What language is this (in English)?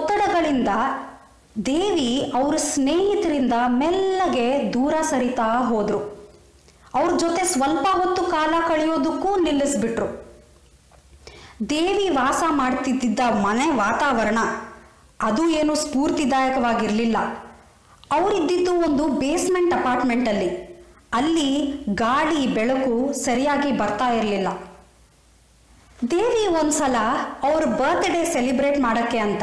Kannada